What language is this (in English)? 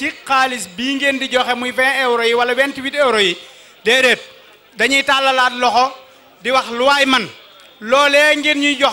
Wolof